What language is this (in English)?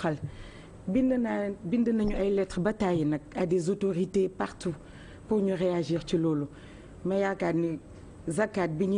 Wolof